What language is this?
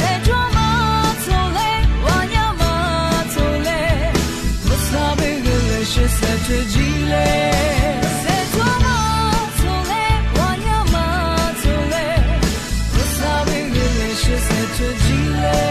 Lisu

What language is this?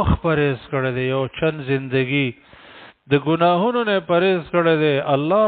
Pashto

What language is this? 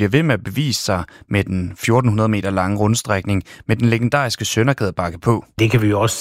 Danish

